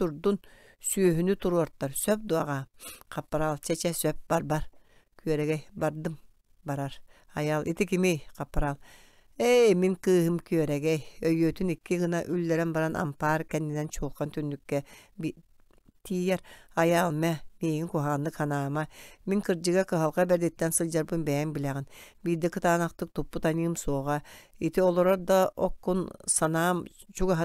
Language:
Yakut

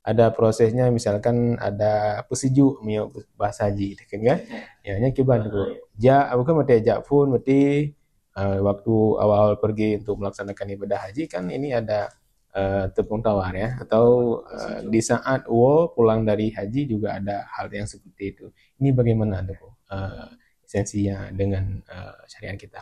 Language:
Achinese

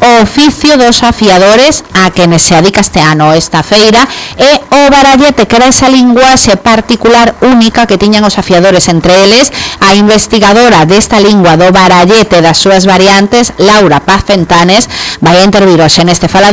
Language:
Galician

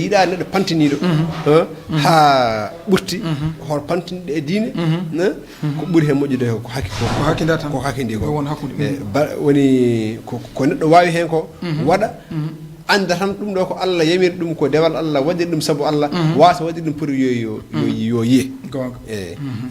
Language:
Fula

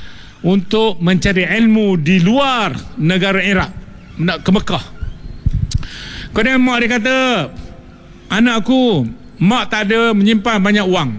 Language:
Malay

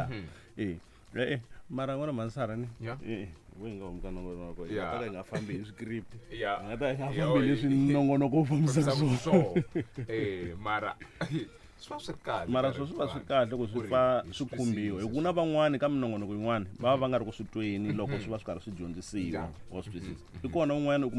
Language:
Tsonga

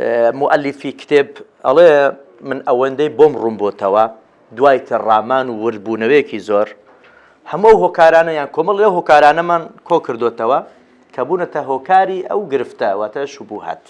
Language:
Central Kurdish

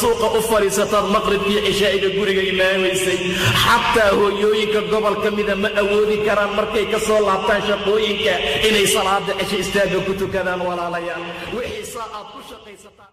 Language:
Somali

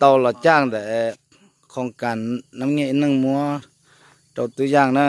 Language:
Hmong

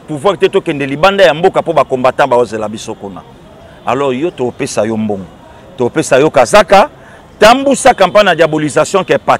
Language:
Lingala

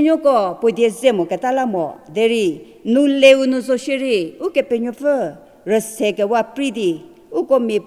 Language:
Angami Naga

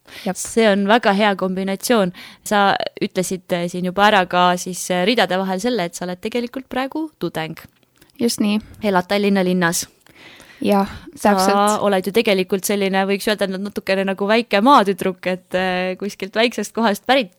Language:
Estonian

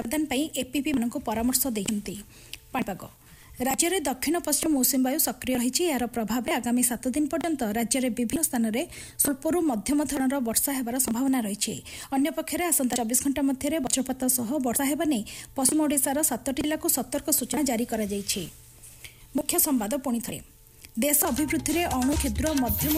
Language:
Odia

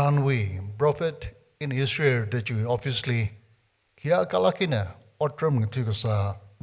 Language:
Tangkhul Naga (India)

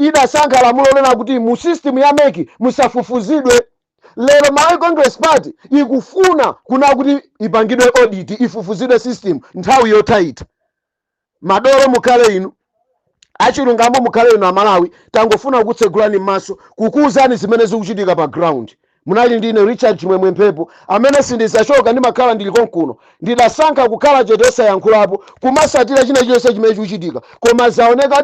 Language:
Nyanja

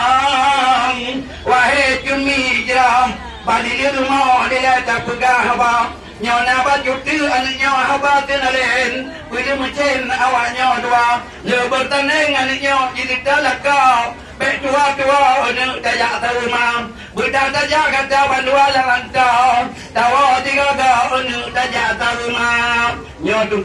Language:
Achinese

